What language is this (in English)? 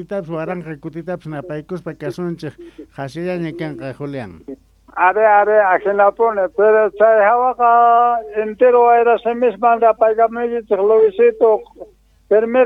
Quechua